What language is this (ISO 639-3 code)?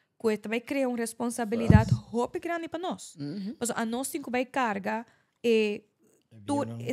pap